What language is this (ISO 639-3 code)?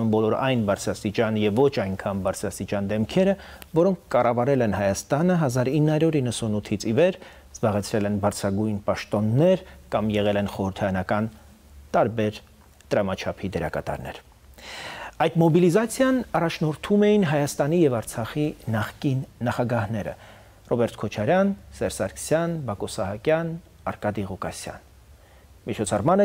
hye